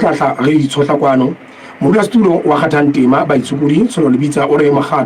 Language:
Southern Sotho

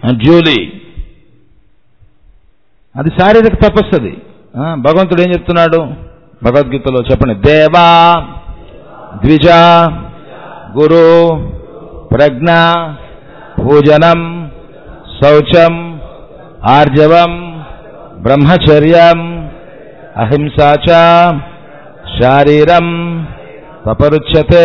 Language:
Telugu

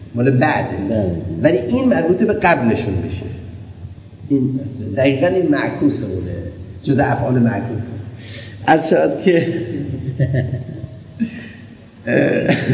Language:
Persian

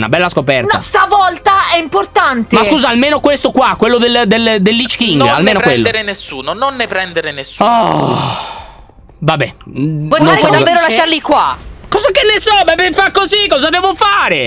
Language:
Italian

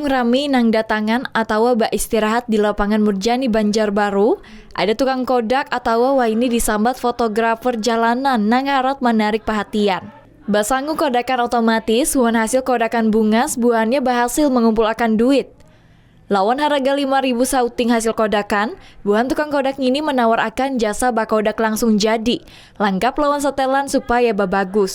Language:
Banjar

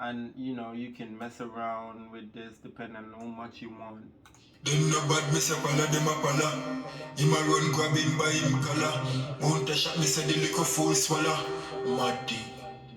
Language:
Jamaican Creole English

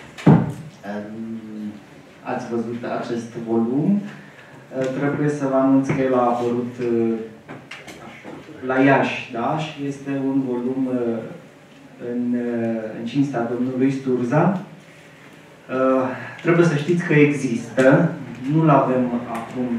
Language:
Romanian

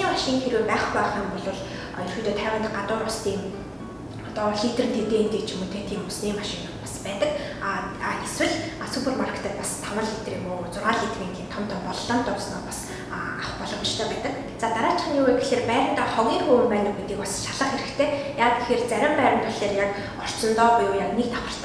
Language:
Mongolian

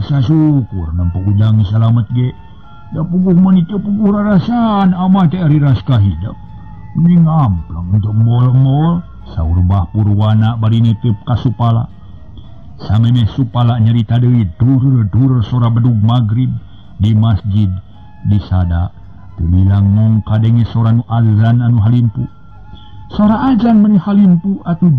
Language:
Sundanese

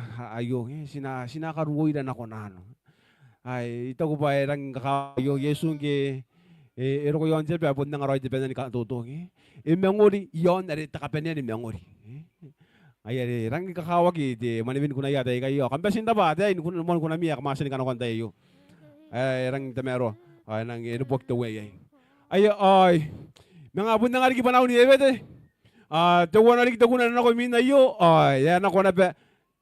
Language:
Gilbertese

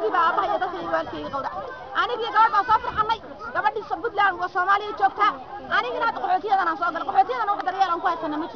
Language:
Somali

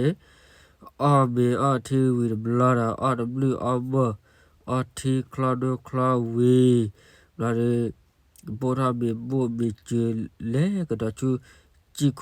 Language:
S'gaw Karen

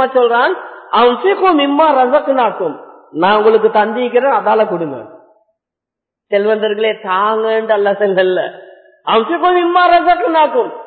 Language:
Tamil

